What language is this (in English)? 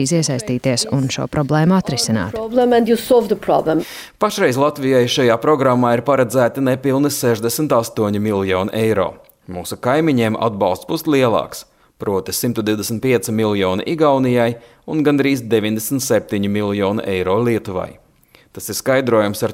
Latvian